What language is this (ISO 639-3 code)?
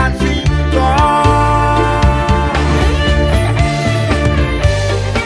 ind